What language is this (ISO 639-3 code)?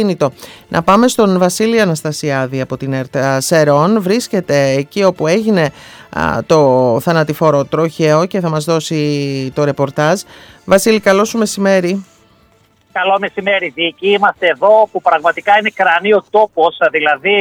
ell